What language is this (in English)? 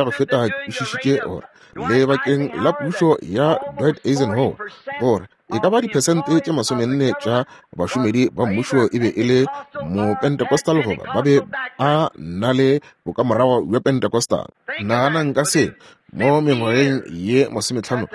Northern Sotho